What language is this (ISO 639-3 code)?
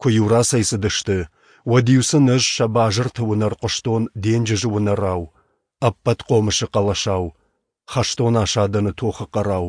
oss